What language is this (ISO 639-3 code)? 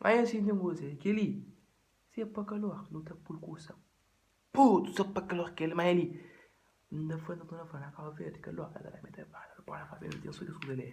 kea